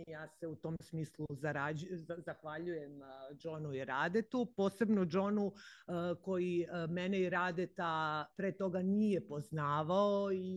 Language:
Serbian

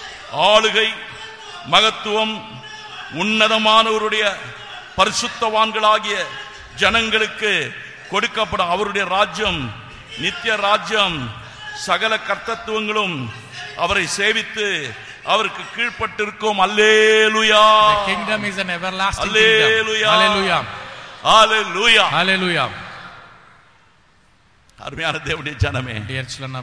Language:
Tamil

